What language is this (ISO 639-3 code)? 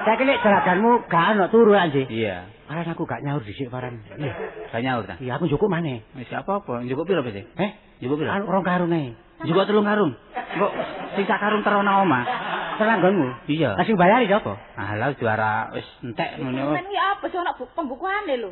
jav